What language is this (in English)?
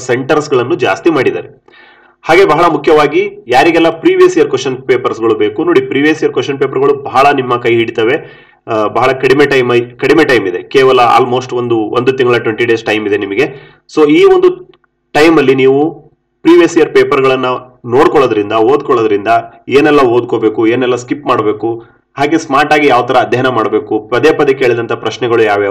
Kannada